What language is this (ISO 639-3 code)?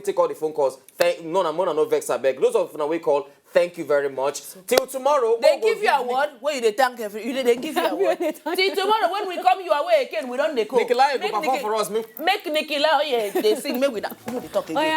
pcm